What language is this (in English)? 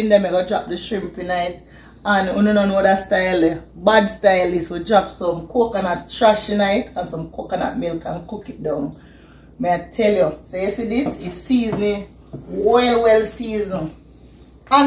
Jamaican Creole English